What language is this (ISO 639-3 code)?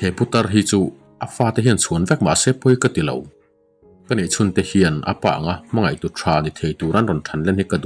lus